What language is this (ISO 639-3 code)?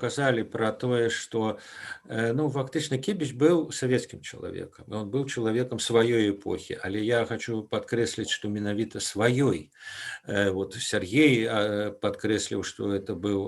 bel